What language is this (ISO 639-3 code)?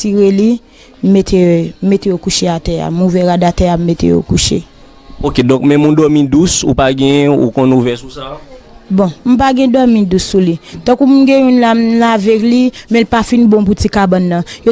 hat